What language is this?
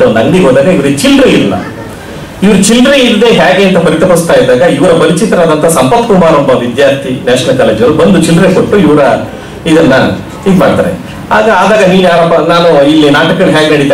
Kannada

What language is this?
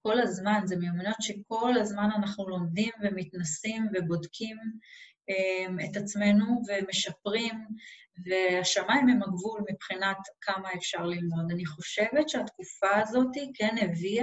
Hebrew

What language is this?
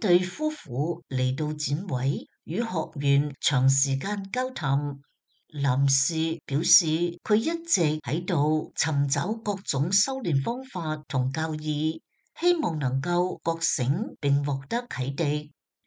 Cantonese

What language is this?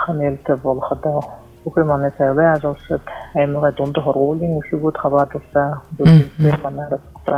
Buriat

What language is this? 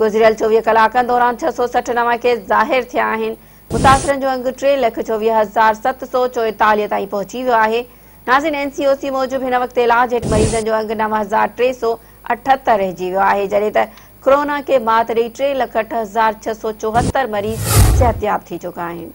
Sindhi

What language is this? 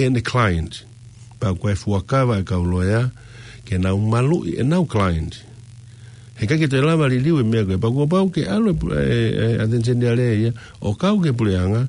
Tongan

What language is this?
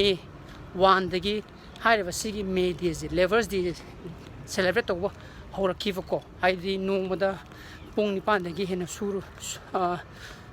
Manipuri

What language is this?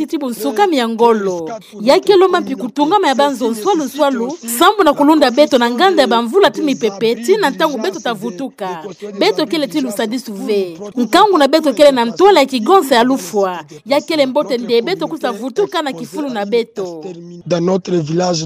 Kituba (Democratic Republic of Congo)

